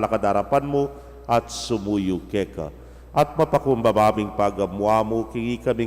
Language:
Pampanga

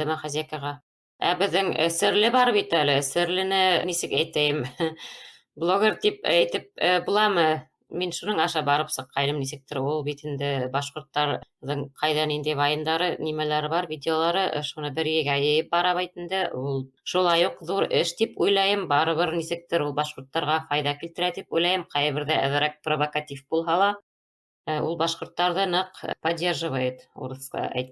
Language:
Bashkir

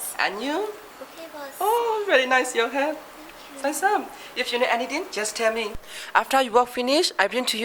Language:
Kachin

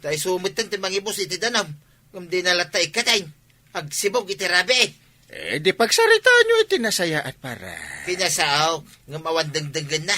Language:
Iloko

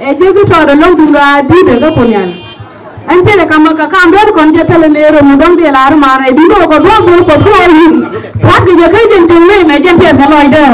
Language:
Nuer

